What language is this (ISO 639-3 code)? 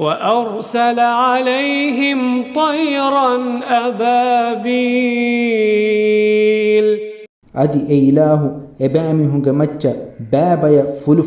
div